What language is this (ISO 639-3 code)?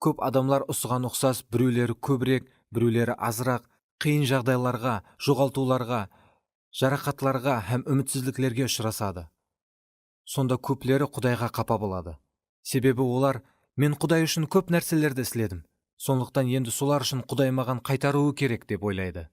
kaa